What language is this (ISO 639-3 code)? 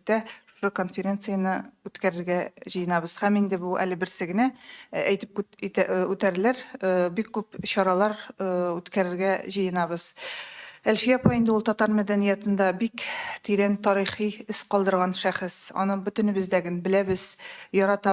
tat